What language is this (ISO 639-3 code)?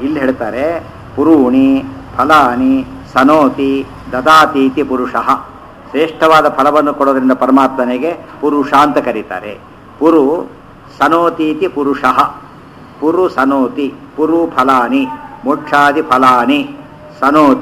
kan